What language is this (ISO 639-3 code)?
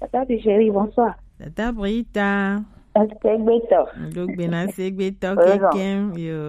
gej